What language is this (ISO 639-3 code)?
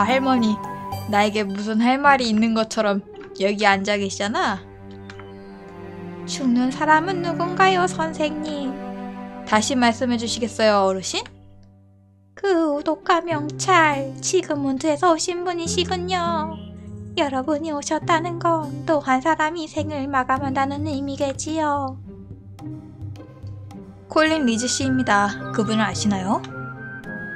kor